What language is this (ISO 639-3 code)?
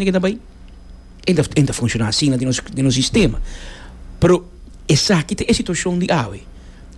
pap